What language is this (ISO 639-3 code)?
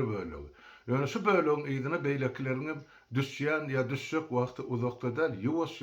tuk